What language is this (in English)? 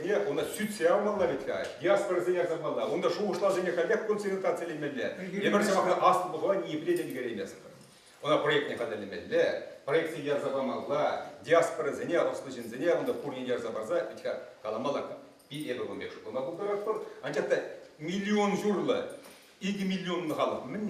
Chuvash